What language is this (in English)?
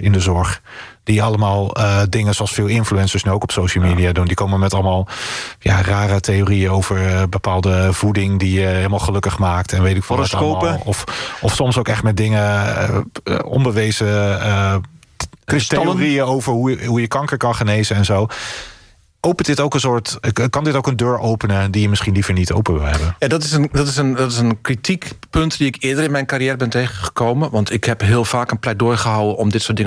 Dutch